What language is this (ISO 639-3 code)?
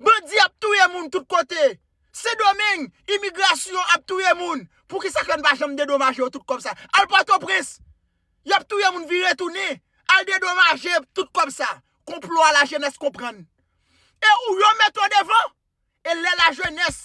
hat